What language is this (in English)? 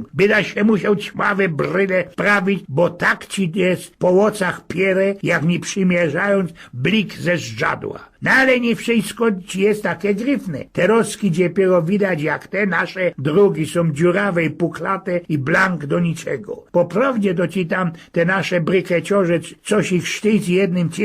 Silesian